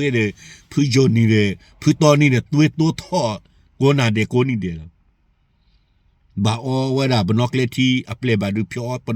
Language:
S'gaw Karen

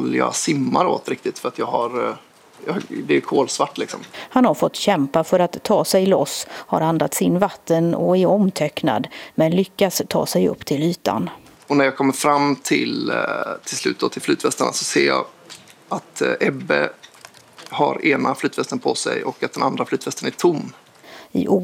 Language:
Swedish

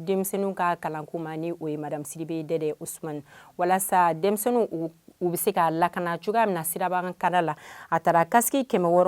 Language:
Bambara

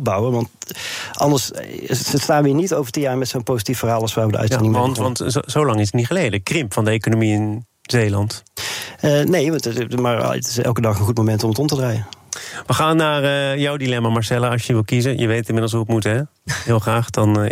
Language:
Dutch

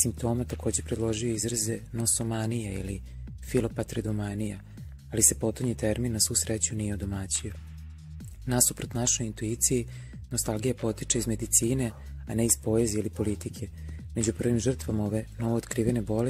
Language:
Serbian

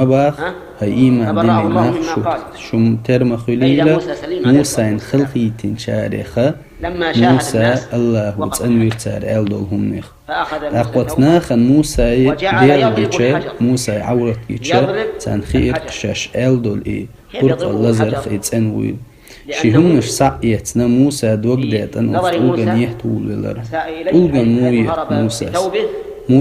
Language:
Chechen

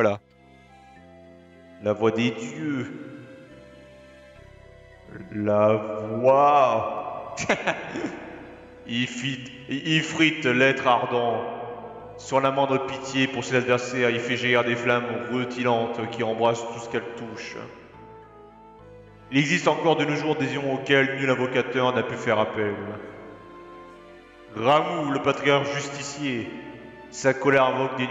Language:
French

